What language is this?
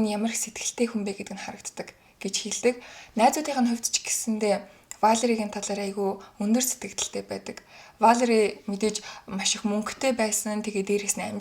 Mongolian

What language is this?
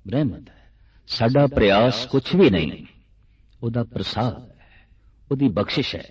Punjabi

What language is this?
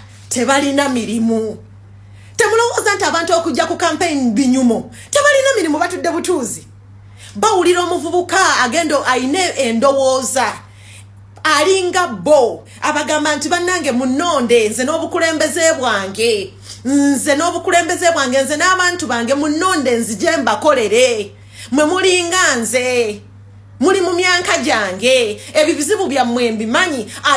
Ganda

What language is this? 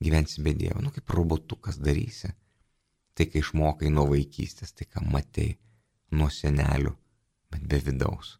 Lithuanian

